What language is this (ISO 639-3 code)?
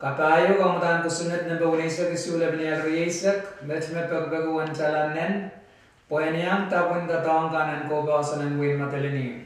pon